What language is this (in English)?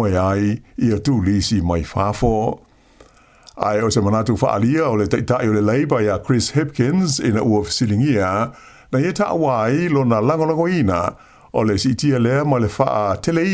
Samoan